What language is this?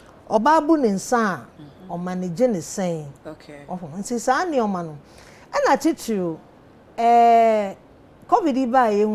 Akan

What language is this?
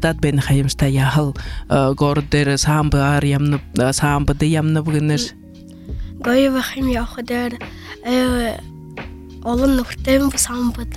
Buriat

